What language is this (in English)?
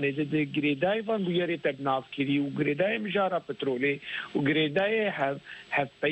Kurdish